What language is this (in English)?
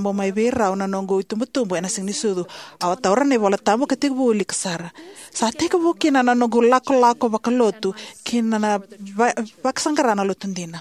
Fijian